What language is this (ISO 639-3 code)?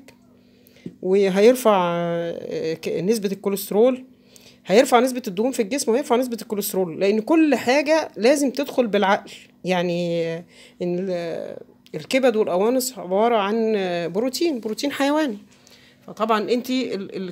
arz